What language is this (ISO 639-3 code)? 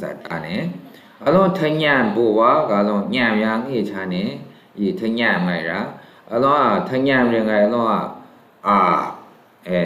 mhx